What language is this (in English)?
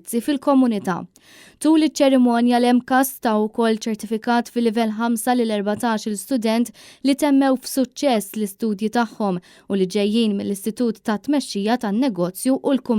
Maltese